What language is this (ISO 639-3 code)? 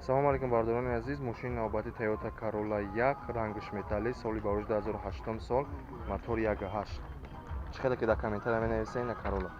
tgk